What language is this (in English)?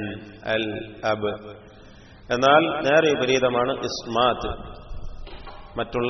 Malayalam